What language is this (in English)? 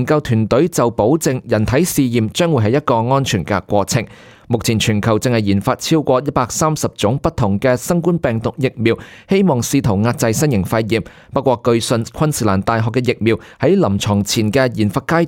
Cantonese